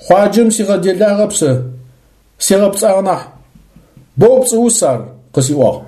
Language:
Adyghe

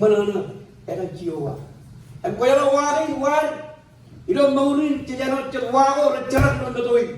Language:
Marshallese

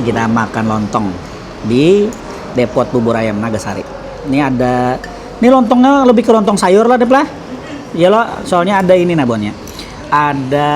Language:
Banjar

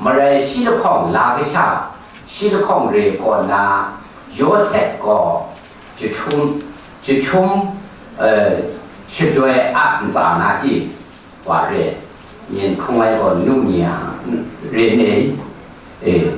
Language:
Kachin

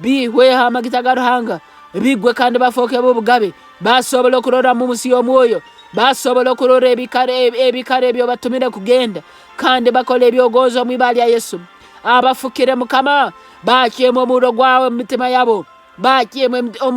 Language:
Nyankole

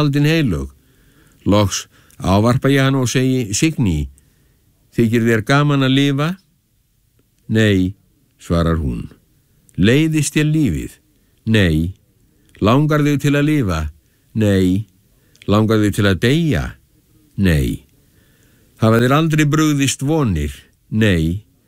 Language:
Icelandic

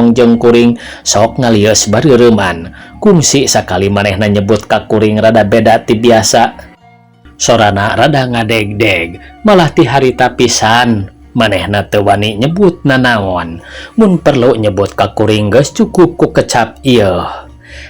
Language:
Sundanese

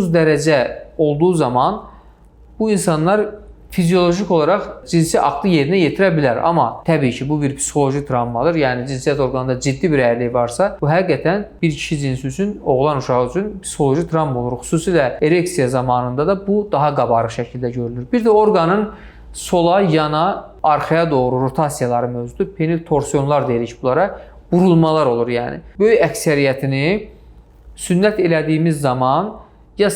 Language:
Azerbaijani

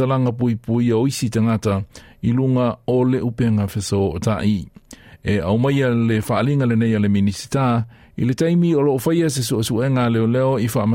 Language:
Samoan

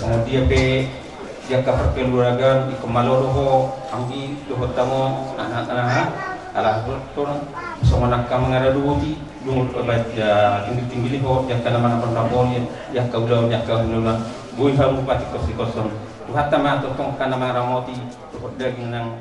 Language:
Batak Toba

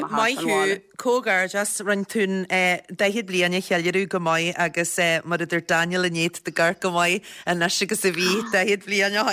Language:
Irish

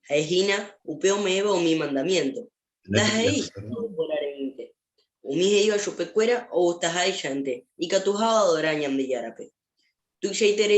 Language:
Guarani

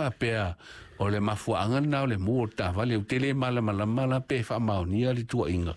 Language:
Samoan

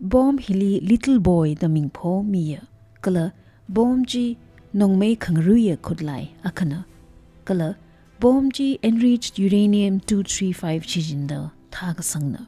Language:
Tangkhul Naga (India)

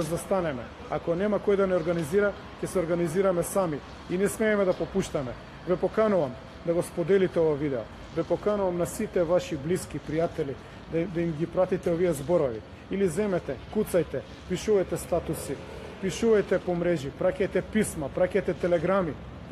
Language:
Macedonian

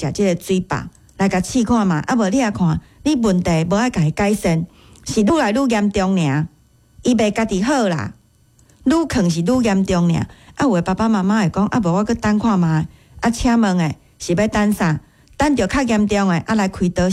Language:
Min Nan Chinese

